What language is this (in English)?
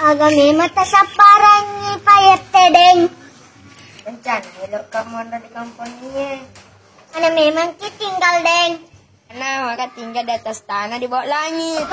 Buginese